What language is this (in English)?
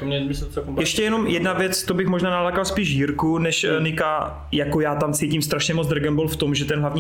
Czech